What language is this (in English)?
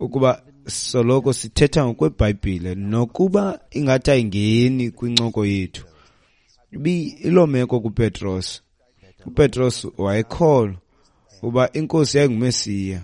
Xhosa